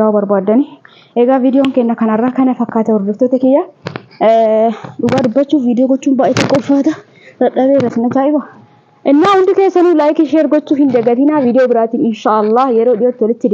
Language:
Oromo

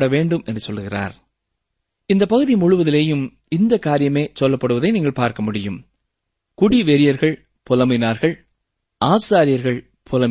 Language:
Tamil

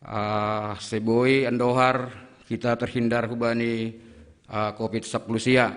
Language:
Batak Simalungun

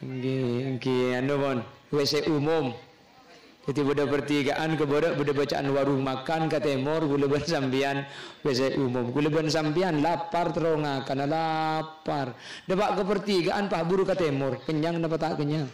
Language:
Madurese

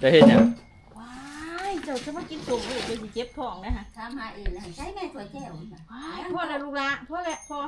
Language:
Northeastern Thai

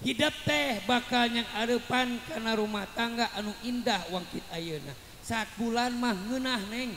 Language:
Sundanese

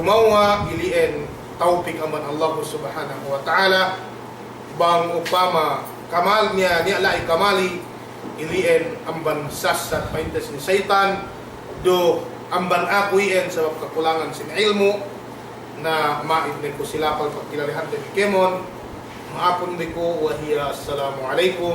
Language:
Yakan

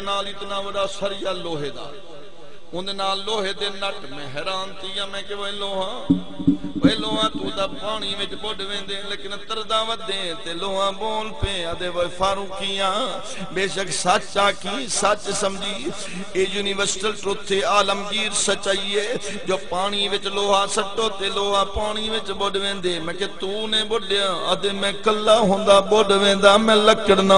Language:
Saraiki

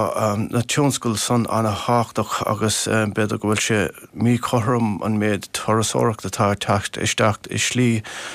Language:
Irish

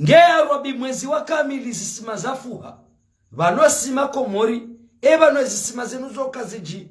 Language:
Ngazidja Comorian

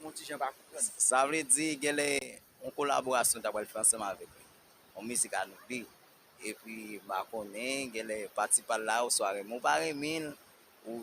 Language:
Haitian Creole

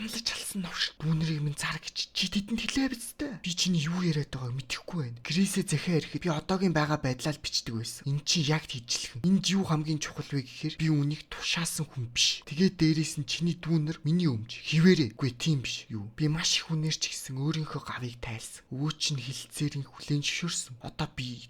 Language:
Mongolian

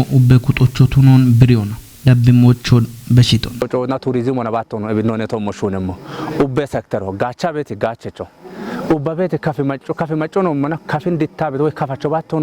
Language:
Kafa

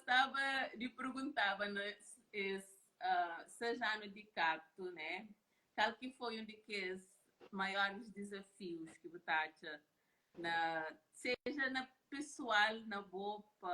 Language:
Kabuverdianu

